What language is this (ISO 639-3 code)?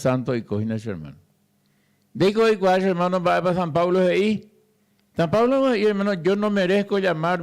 grn